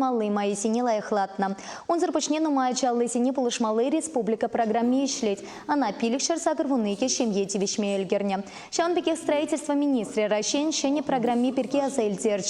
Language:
Chuvash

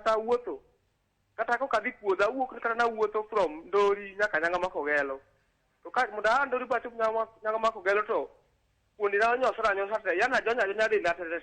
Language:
Luo (Kenya and Tanzania)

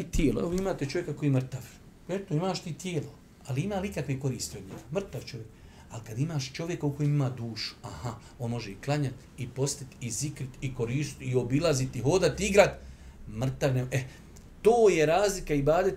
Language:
Bosnian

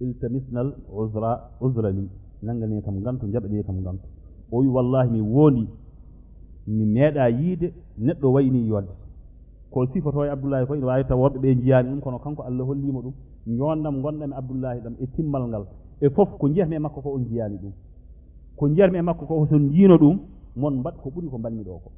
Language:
Fula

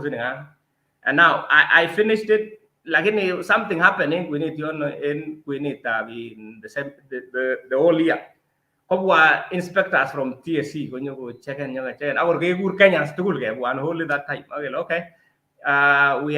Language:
Kalenjin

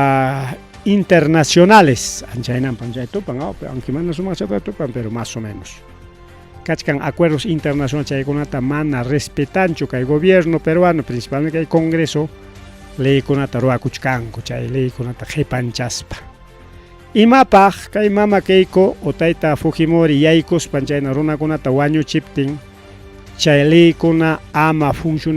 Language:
Ayacucho Quechua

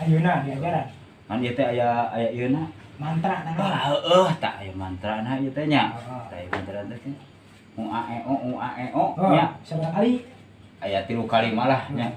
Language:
Sundanese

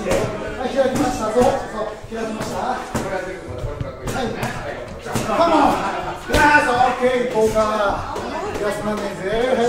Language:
Japanese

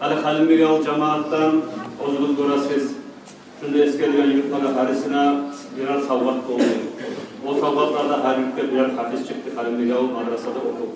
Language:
Kumyk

